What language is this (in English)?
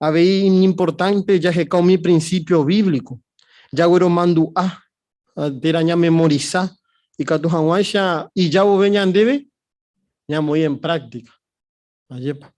Guarani